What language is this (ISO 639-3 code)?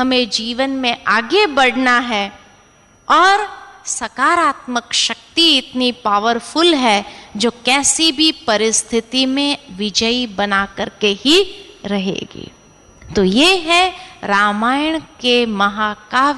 hin